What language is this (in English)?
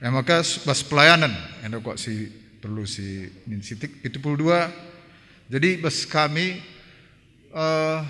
Batak Karo